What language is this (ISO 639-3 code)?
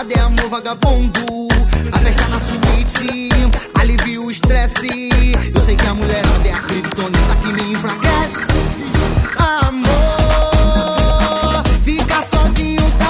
por